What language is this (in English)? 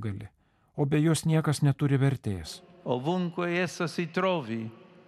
Lithuanian